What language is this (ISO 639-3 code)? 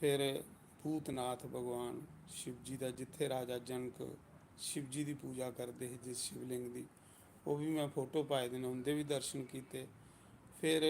doi